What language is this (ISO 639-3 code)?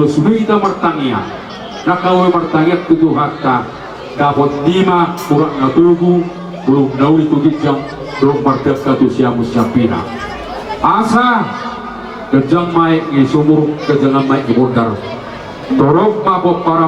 bbc